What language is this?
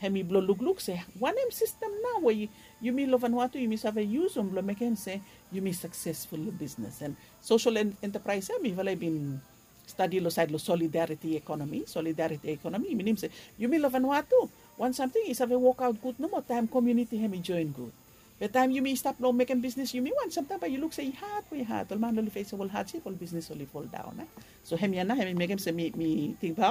Bislama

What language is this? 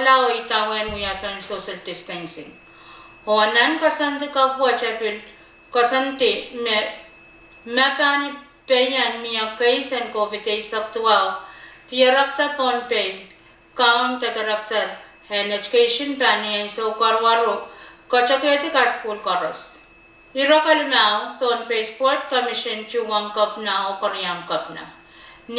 Pohnpeian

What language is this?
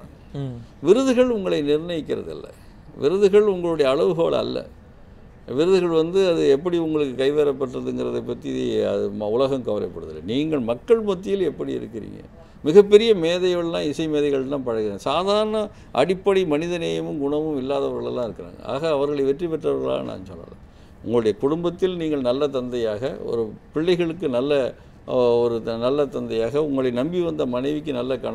Tamil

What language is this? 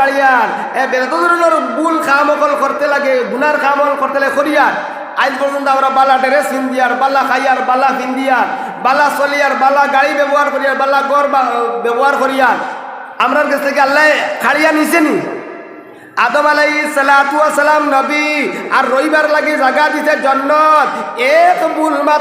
Sylheti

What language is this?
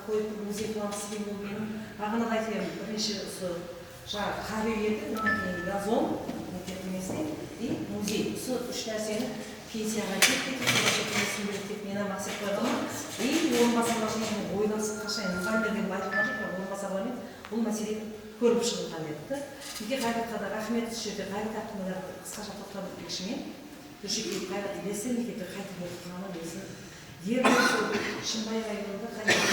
Kara-Kalpak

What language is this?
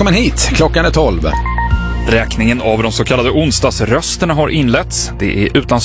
Swedish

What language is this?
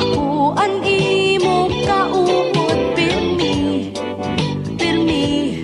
Waray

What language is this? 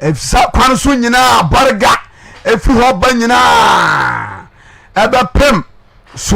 Akan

